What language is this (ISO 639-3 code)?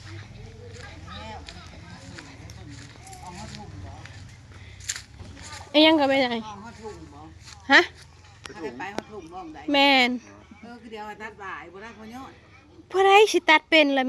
lao